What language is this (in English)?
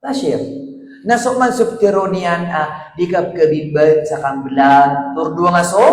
Maranao